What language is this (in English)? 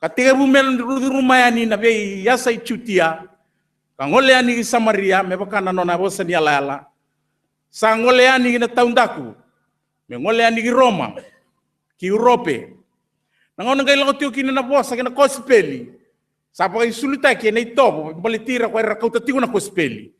Fijian